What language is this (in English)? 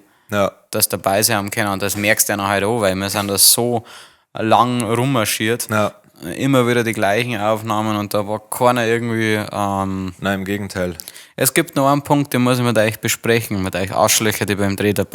Bavarian